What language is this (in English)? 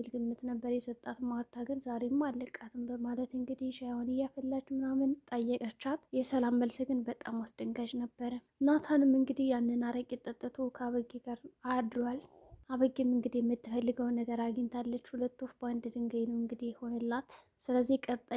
Amharic